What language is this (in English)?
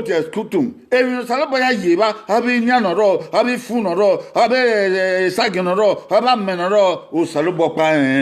Bini